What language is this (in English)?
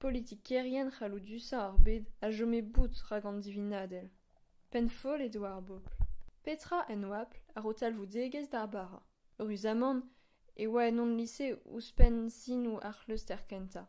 Breton